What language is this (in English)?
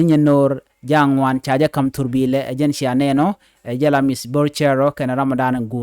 Nuer